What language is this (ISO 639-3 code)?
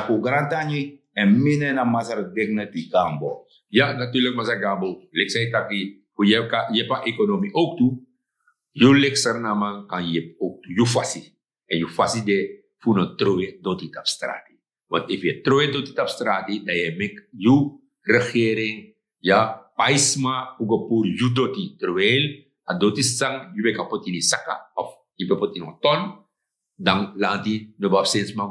srn